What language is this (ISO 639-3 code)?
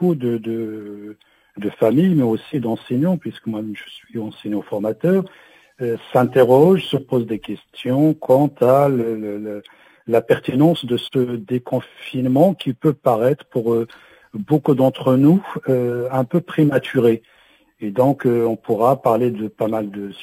fra